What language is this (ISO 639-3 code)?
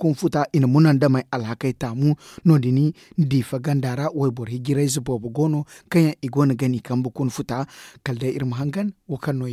dje